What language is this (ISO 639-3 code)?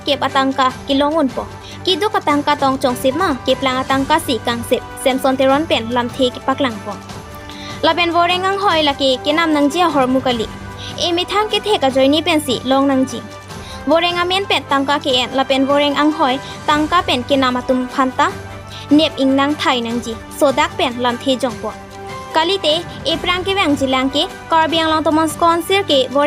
mjw